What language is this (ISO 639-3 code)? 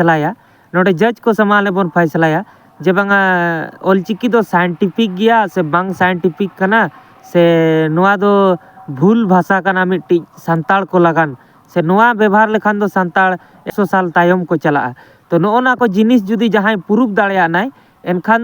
sat